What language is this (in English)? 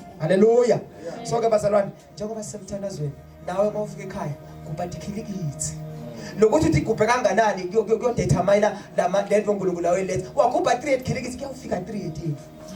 Zulu